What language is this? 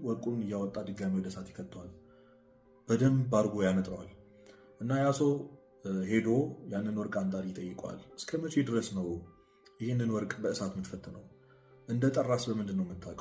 Amharic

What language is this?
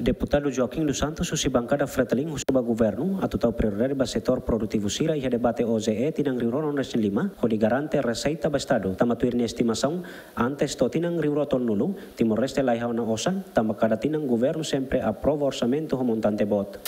Tetum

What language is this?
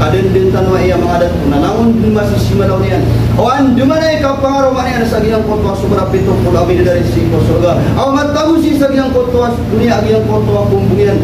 Maranao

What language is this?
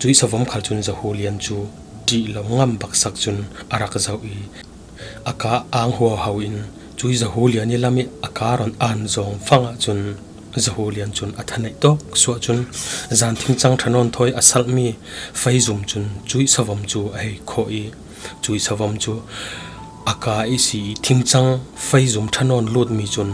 Falam Chin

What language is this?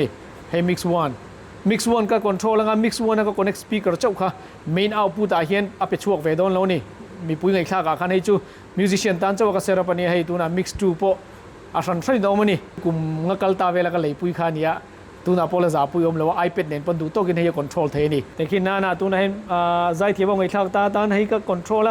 Mizo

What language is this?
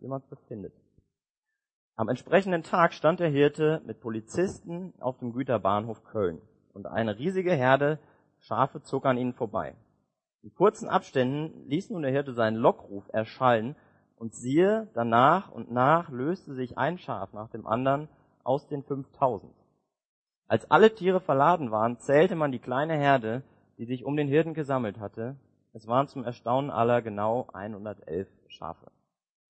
German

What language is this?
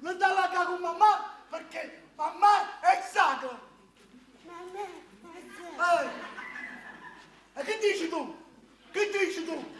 Neapolitan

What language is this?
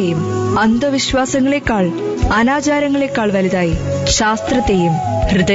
Malayalam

